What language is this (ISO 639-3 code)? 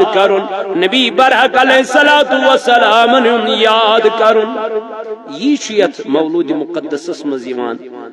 kas